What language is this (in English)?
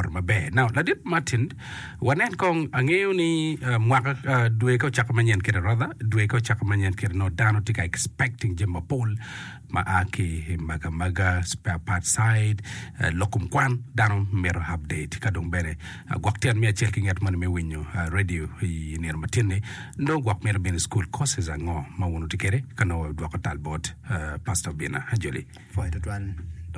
Acoli